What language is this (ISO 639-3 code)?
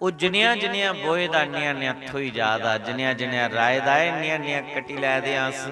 doi